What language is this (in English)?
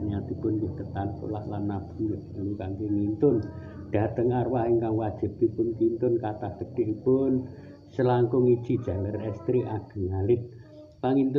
Javanese